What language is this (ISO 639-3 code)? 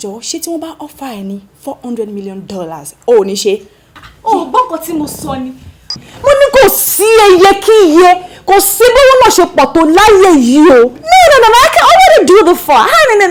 yor